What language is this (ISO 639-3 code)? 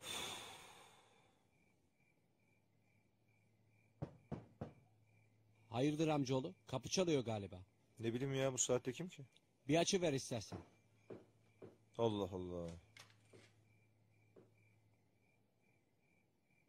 tur